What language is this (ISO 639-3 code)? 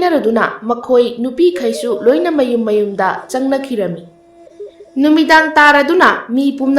mni